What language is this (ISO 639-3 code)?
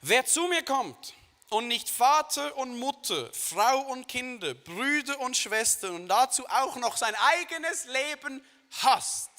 gsw